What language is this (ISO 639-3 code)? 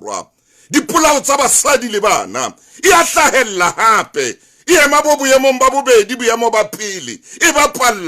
sot